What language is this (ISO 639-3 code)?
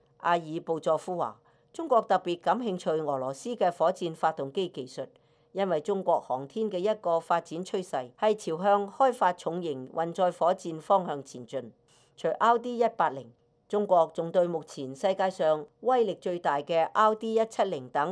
yue